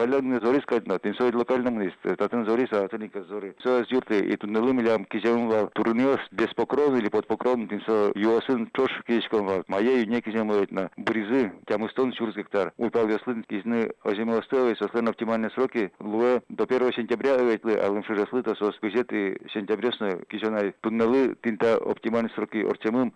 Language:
Udmurt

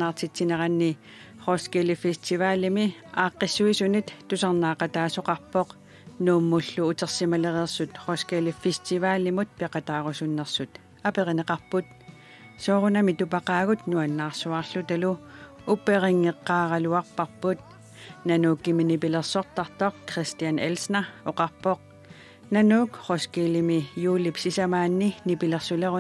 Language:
Kalaallisut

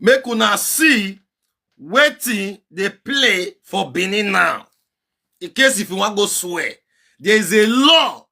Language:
Nigerian Pidgin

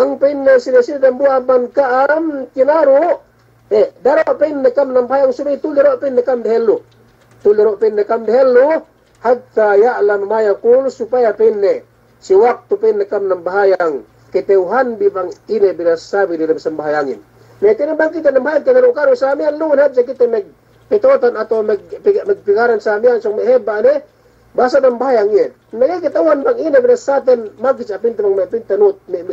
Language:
Yakan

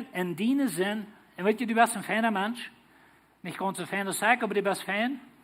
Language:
Plautdietsch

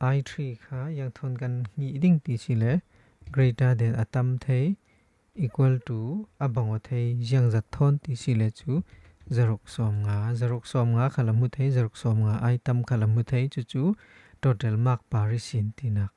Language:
Falam Chin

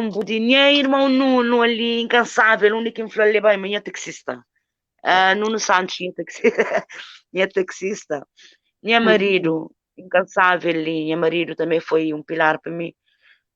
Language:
Kabuverdianu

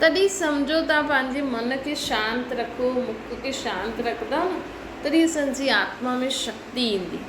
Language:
Sindhi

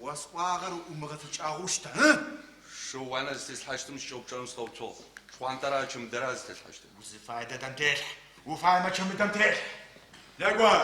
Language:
Adyghe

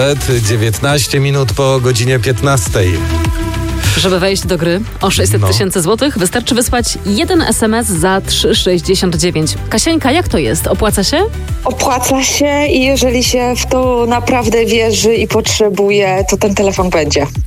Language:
Polish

